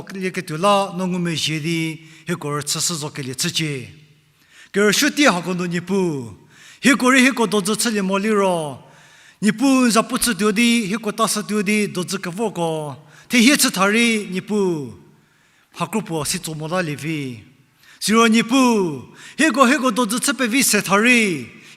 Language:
Angami Naga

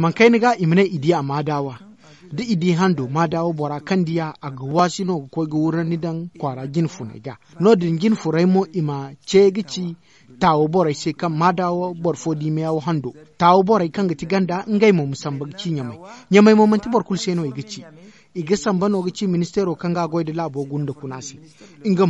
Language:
Zarma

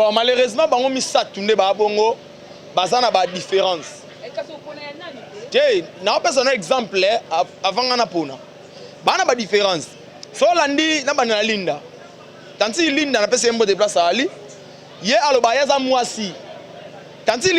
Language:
Lingala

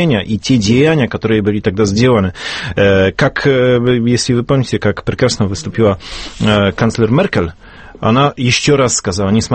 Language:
Russian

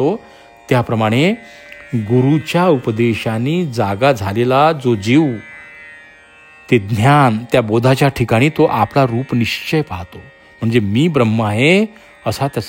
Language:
Marathi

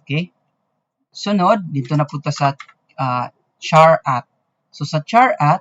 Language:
Cebuano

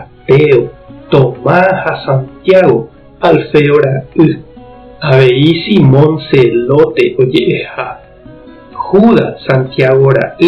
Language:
Guarani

